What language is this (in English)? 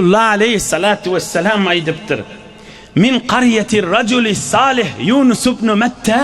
Turkmen